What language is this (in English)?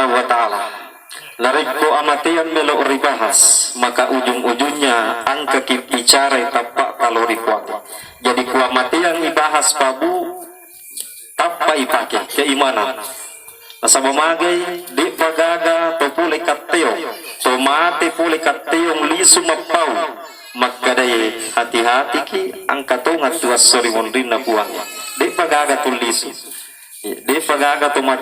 Buginese